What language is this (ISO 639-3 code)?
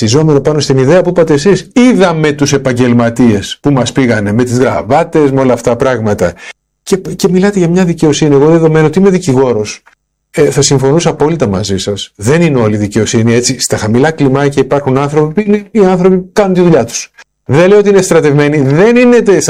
ell